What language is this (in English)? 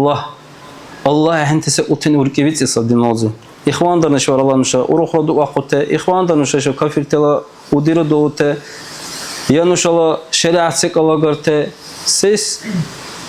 Dargwa